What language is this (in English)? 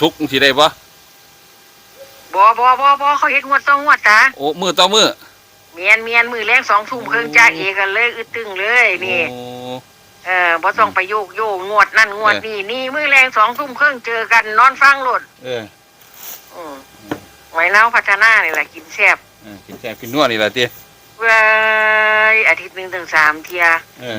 Northeastern Thai